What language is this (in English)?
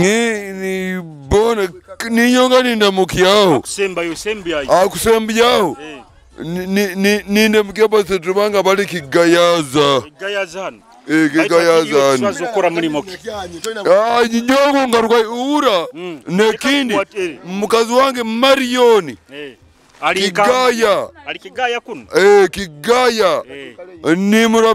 Nyoro